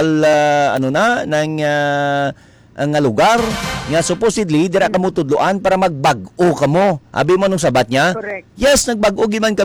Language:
Hiligaynon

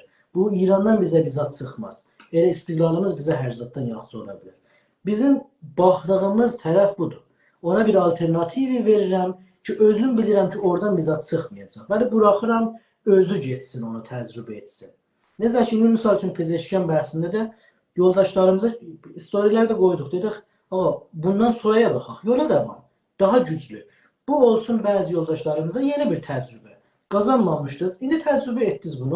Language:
South Azerbaijani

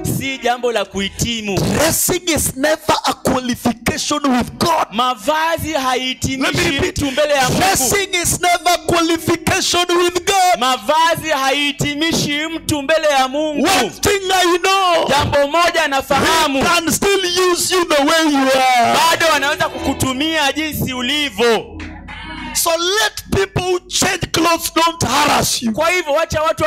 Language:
Swahili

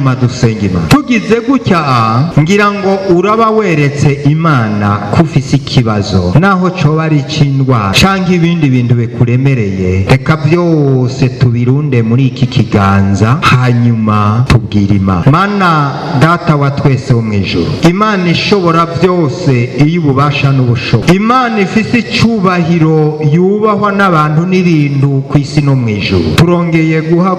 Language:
Rundi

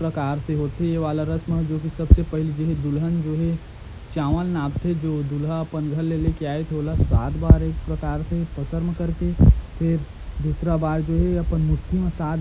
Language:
Chhattisgarhi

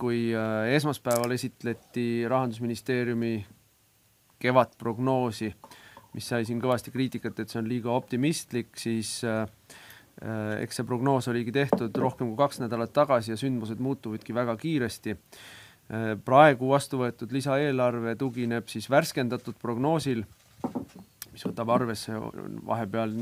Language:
Estonian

